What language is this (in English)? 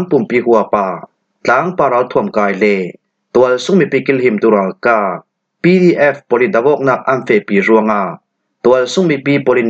Falam Chin